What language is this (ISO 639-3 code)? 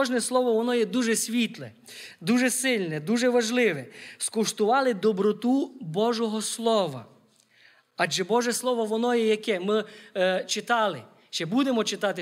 ukr